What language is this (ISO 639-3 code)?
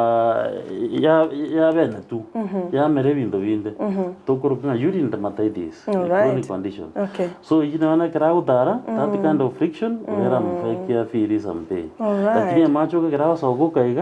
guz